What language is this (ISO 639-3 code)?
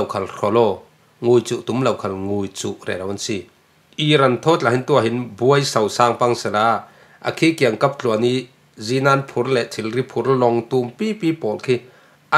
cfm